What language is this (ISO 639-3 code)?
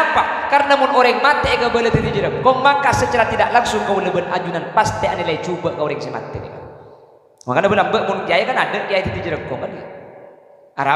mad